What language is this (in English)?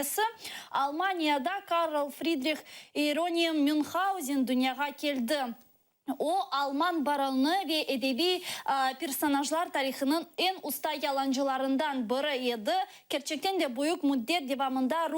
Crimean Tatar